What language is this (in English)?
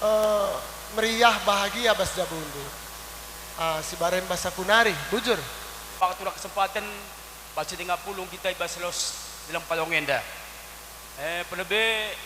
Batak Karo